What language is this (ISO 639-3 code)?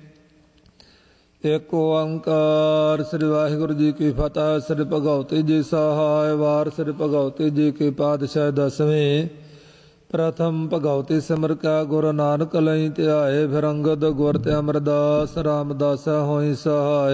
pan